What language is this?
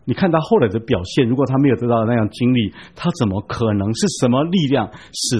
Chinese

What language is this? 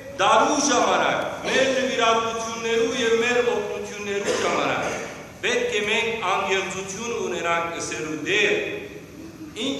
Western Armenian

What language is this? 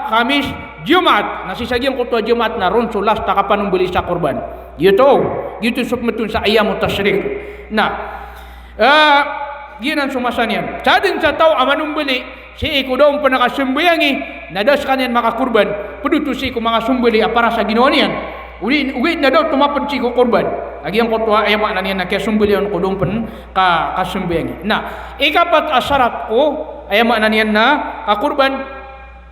Maranao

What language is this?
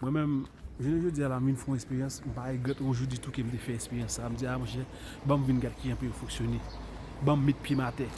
Haitian Creole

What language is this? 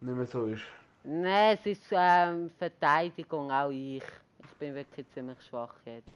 Swiss German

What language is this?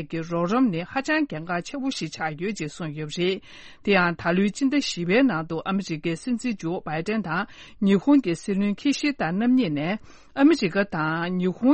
Tibetan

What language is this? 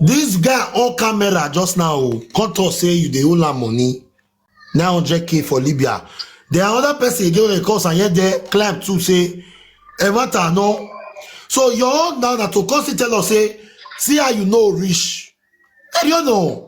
Nigerian Pidgin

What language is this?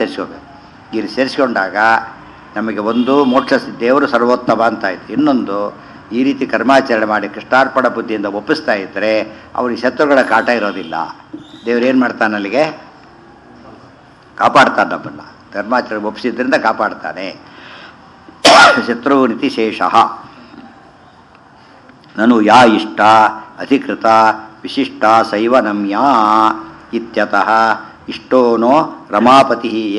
Kannada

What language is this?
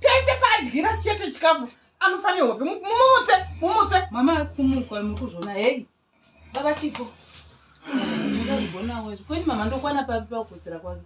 Shona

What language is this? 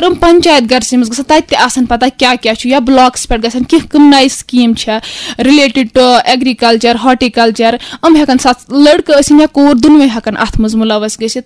Kashmiri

